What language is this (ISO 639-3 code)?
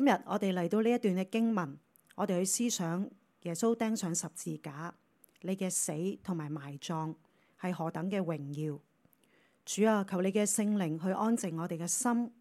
yue